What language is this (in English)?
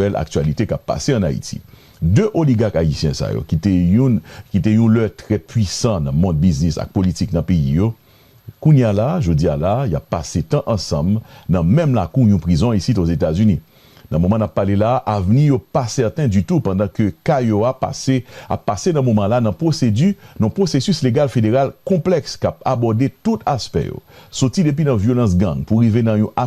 Haitian Creole